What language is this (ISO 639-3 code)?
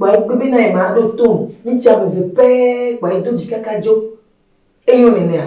ewe